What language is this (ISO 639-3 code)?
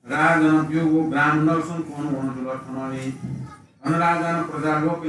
new